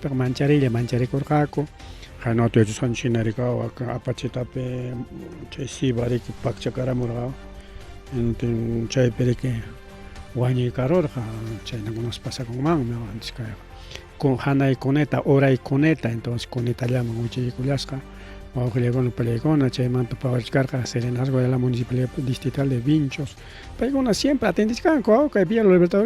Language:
Ayacucho Quechua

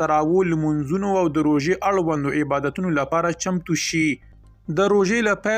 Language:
Pashto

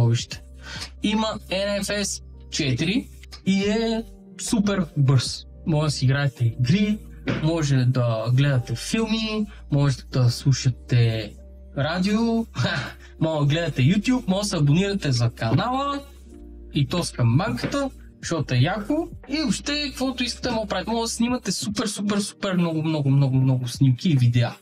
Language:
Bulgarian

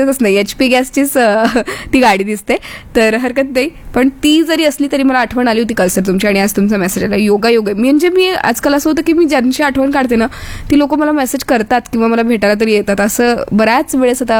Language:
Marathi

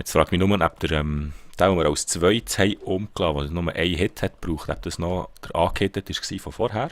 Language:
Swiss German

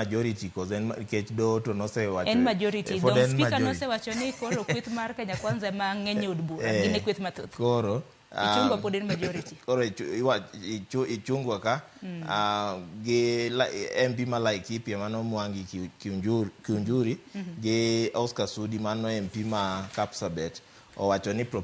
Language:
Luo (Kenya and Tanzania)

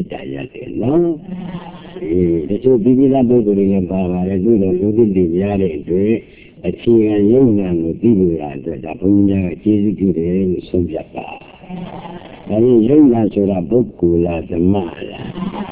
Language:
Burmese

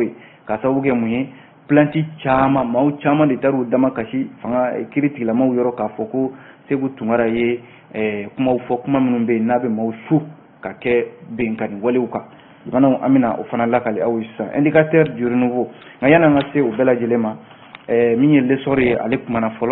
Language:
Bambara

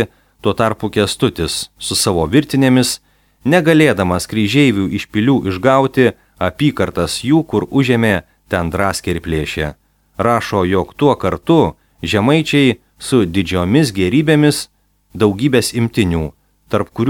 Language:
Lithuanian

